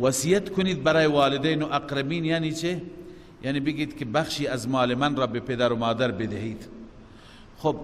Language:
Persian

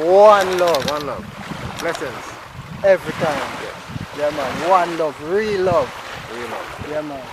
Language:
Jamaican Creole English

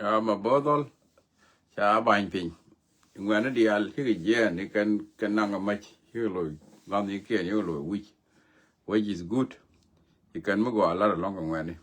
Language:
Nuer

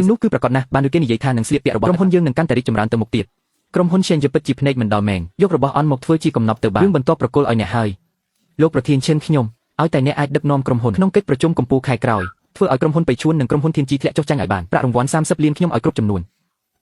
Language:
Khmer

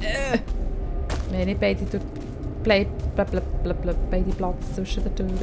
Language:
Swiss German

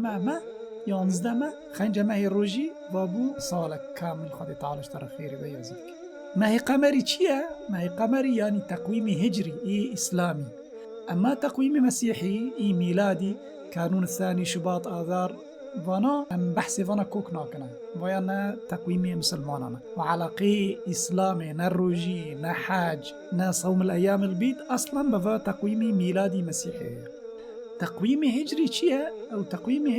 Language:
Kurdish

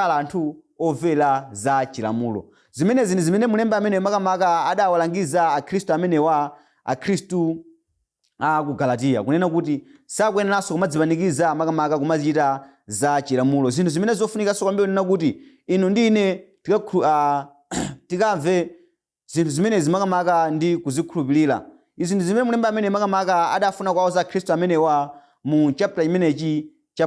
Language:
Nyanja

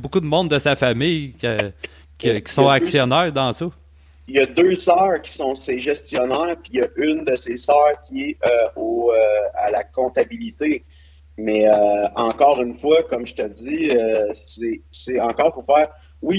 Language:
French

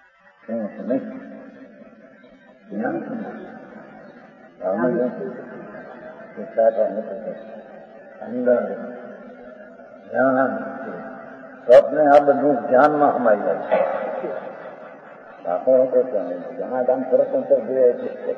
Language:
Gujarati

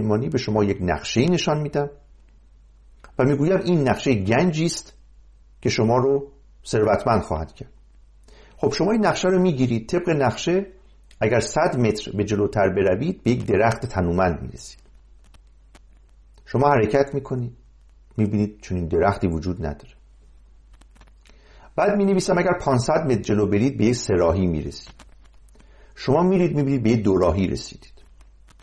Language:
Persian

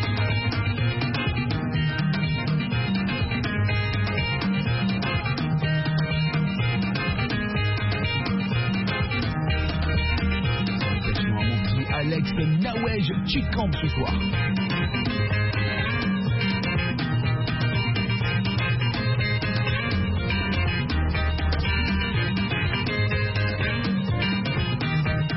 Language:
French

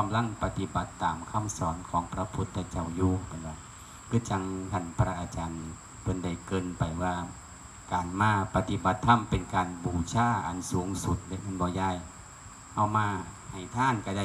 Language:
Northeastern Thai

